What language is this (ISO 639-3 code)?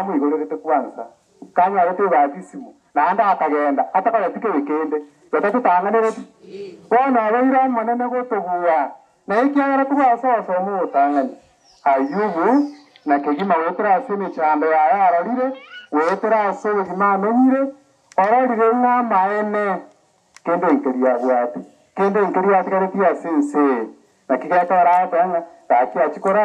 guz